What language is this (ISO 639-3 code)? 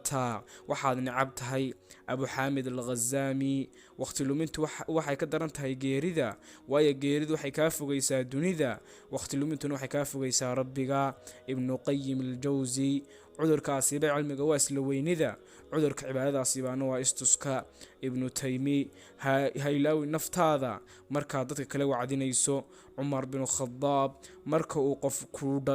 som